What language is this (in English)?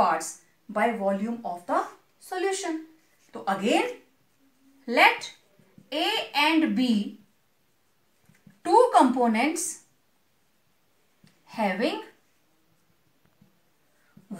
Hindi